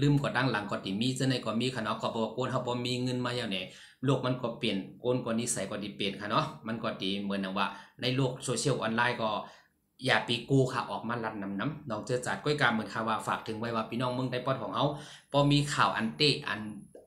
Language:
Shan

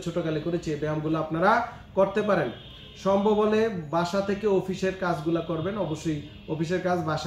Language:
Bangla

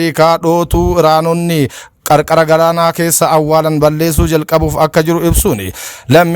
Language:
Oromo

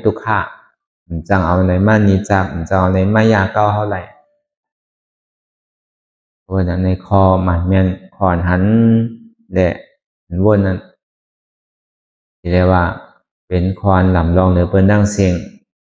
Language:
Shan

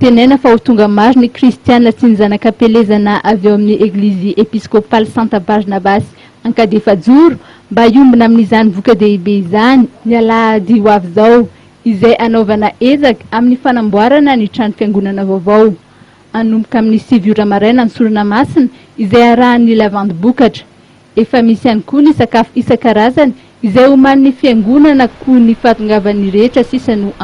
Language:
Malagasy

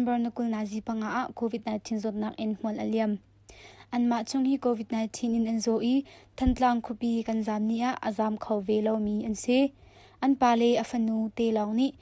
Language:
Hakha Chin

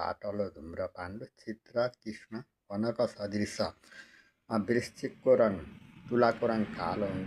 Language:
Nepali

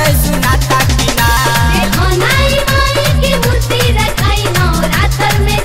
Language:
Bhojpuri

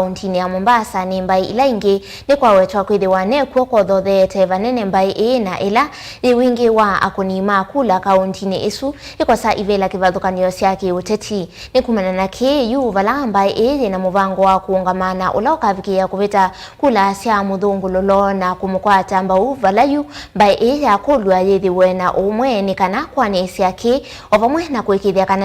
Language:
Kamba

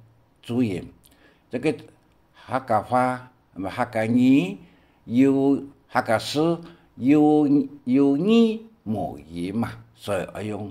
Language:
Hakka Chinese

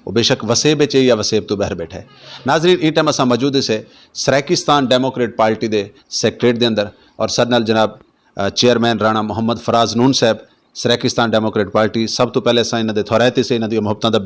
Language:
Saraiki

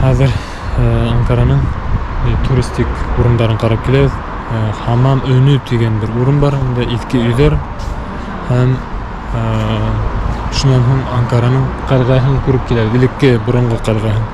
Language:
Bashkir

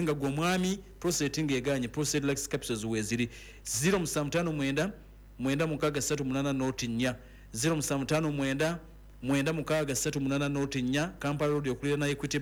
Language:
Ganda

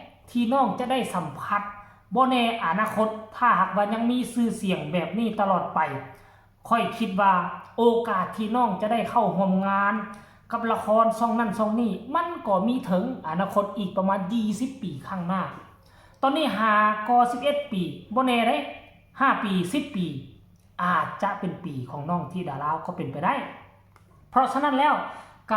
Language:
Northeastern Thai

